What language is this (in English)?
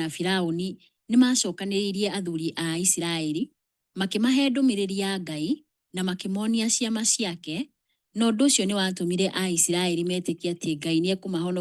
Kikuyu